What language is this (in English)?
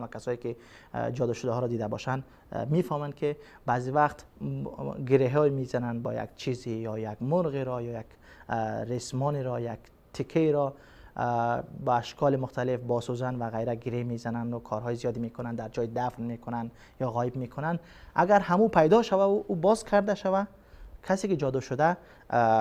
Persian